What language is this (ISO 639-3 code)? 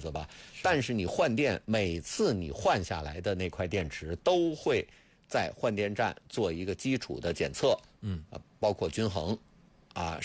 zho